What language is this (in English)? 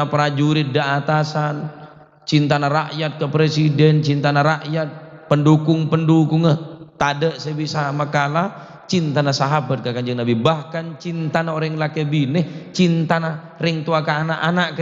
Madurese